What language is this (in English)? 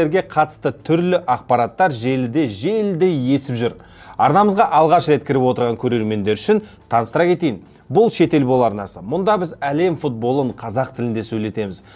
Kazakh